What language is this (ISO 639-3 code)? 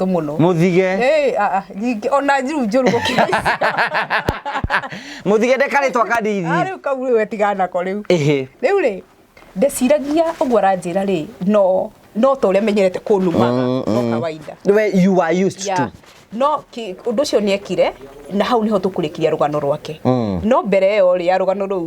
kik